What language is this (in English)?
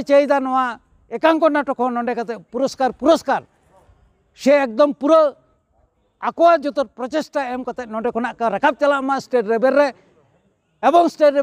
Santali